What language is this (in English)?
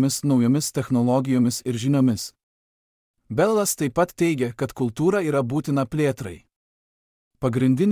Lithuanian